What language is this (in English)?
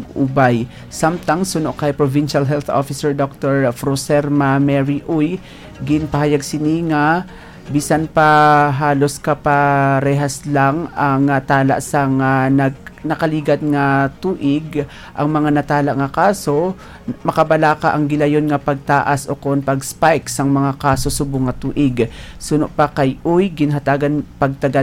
Hiligaynon